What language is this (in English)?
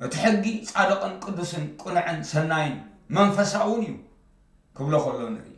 Tigrinya